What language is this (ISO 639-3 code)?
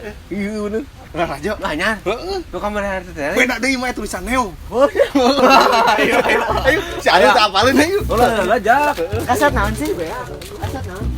sun